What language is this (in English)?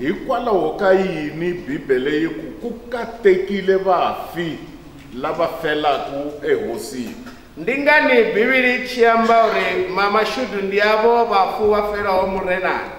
Venda